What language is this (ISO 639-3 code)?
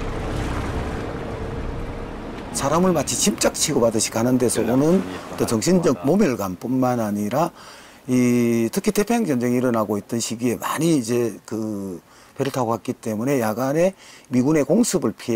kor